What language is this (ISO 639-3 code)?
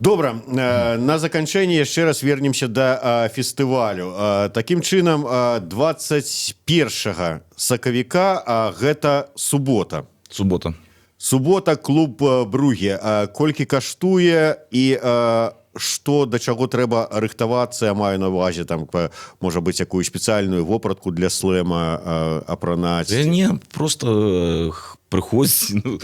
bel